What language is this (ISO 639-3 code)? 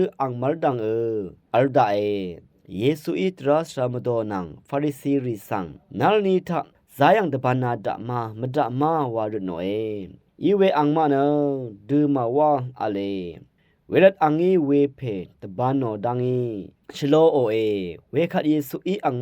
raw